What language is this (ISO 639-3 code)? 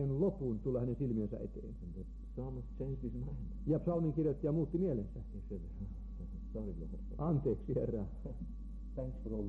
fin